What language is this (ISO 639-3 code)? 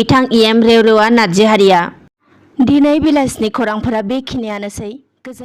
brx